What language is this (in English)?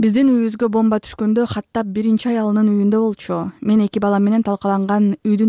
Kyrgyz